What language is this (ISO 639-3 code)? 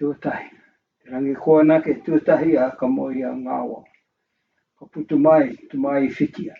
mri